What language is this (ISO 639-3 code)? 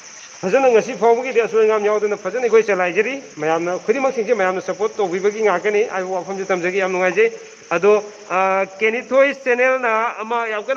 mni